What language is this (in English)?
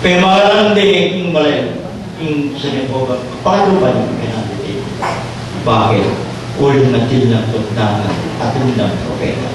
Pampanga